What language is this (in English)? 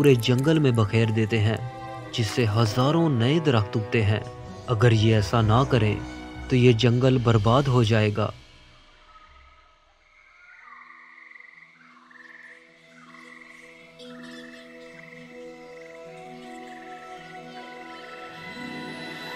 Hindi